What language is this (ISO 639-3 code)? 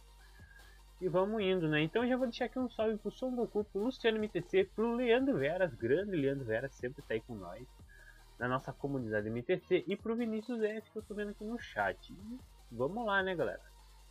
por